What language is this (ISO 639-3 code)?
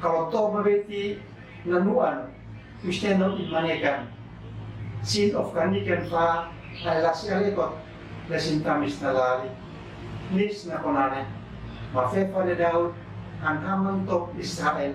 aoz